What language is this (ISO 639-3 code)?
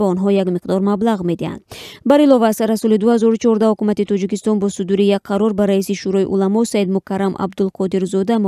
tgk